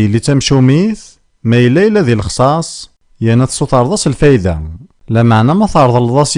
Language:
Kabyle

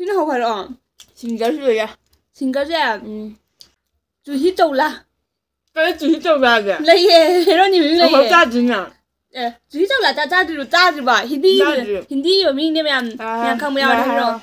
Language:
Manipuri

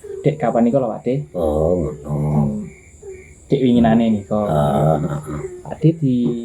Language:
Javanese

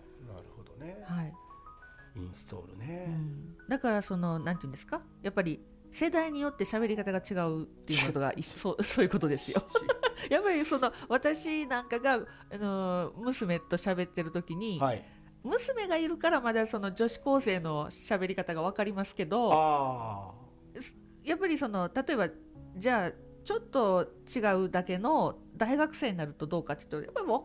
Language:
Japanese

